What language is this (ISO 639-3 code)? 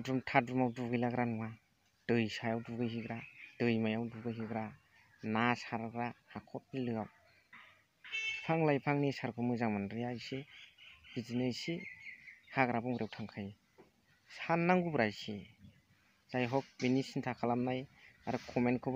brx